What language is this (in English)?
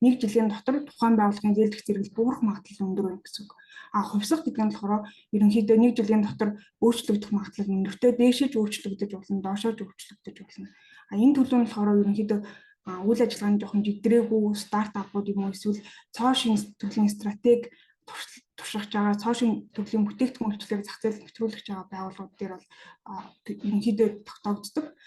Mongolian